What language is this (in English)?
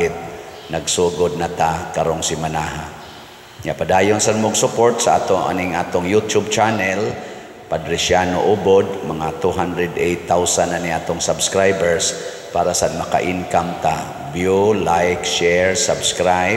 Cebuano